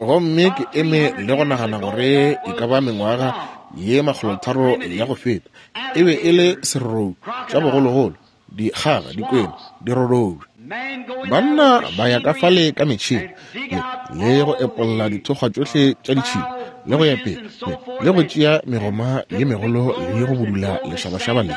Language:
Northern Sotho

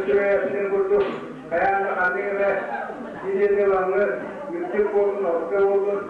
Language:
Yakut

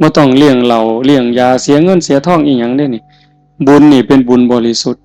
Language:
Northeastern Thai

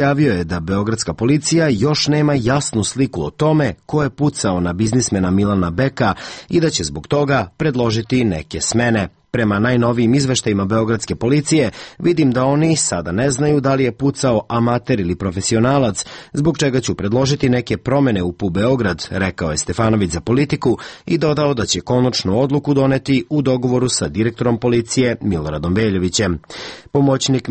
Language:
Serbian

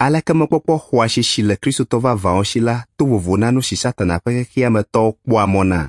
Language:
Ewe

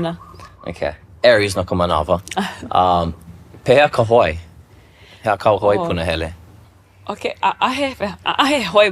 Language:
Hawaiian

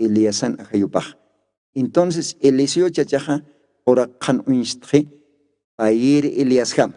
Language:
Aymara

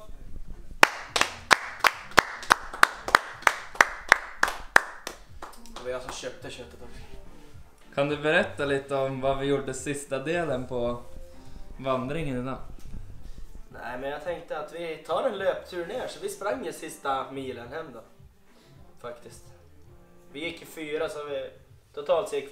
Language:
Swedish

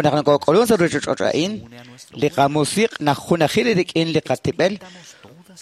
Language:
Kekchí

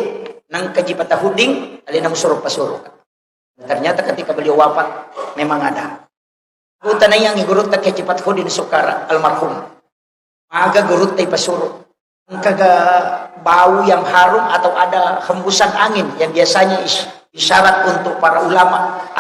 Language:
Buginese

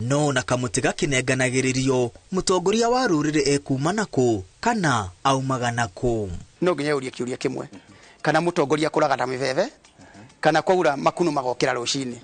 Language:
Kikuyu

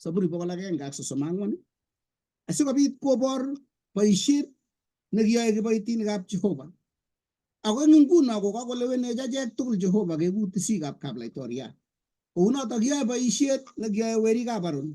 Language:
Kalenjin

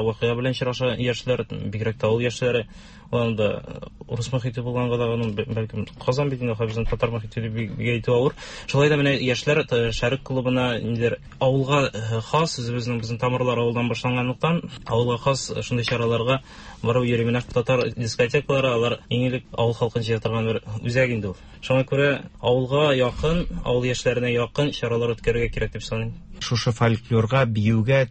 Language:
Tatar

